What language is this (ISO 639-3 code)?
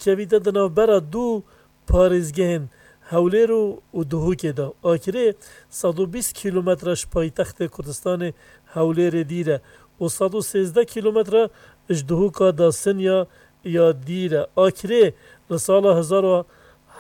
kur